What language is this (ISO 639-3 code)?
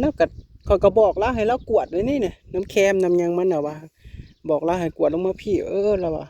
tts